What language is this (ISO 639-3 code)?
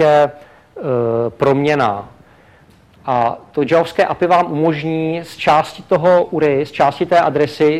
ces